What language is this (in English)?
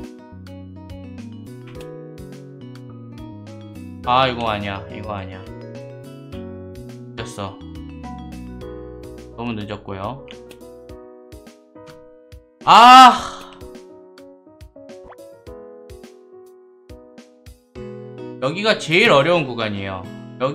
Korean